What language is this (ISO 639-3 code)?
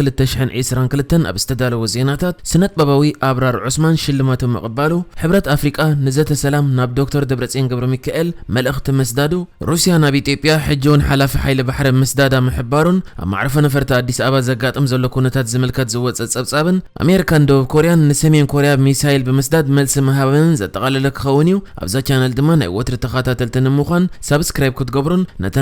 tir